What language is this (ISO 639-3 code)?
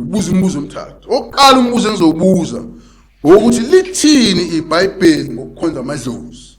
zul